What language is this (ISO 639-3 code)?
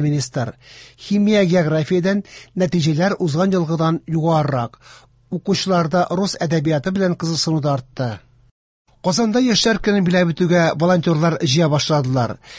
tat